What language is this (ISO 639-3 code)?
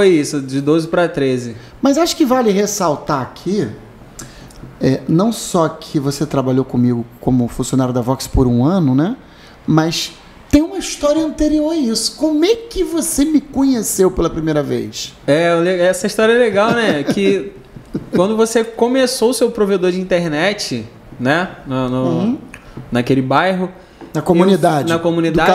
por